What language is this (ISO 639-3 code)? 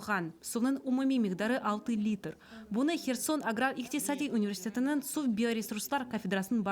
crh